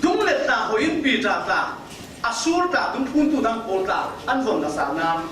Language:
Falam Chin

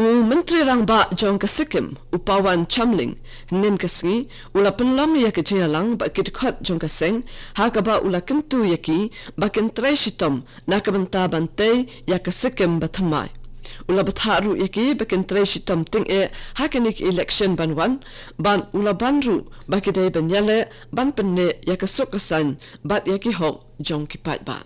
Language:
Khasi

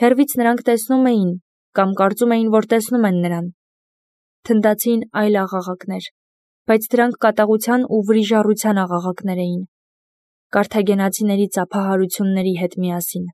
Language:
Armenian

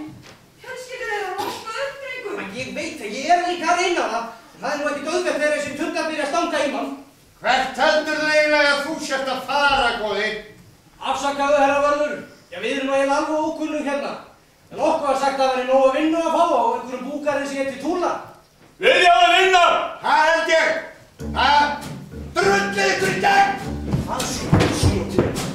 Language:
Icelandic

